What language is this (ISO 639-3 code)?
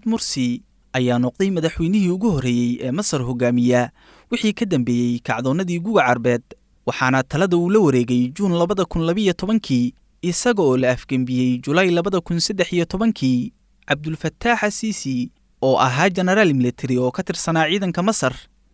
som